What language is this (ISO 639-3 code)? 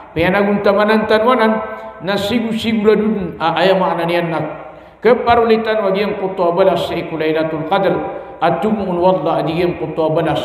mrw